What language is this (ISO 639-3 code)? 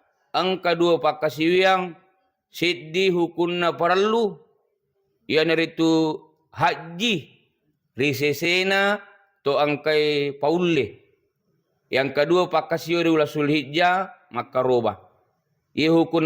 bug